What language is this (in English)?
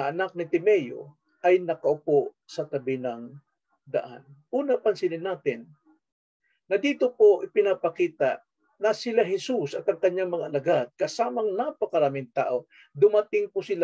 Filipino